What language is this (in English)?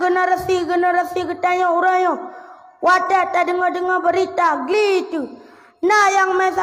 Achinese